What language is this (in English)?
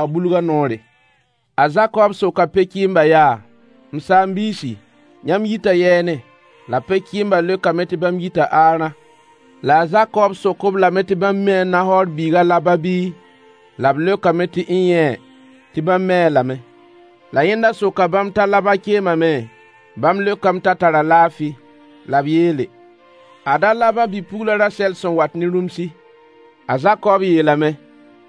Mossi